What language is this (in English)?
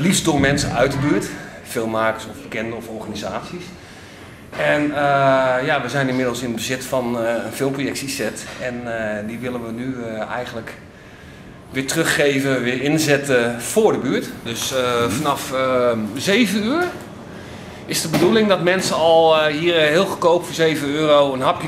Dutch